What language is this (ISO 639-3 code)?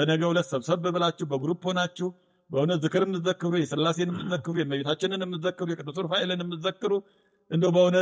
amh